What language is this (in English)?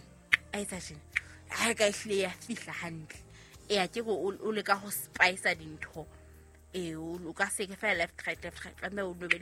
Southern Sotho